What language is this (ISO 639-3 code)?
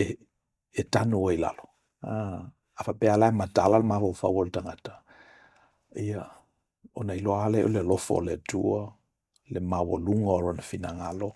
smo